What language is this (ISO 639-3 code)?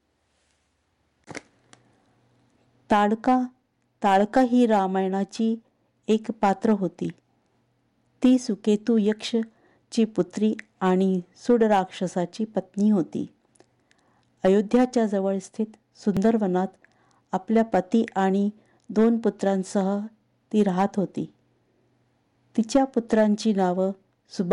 mar